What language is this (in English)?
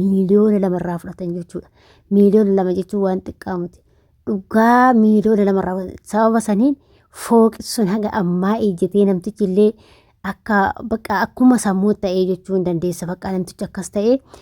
Oromo